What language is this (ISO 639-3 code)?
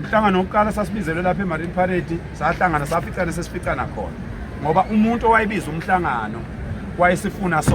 zul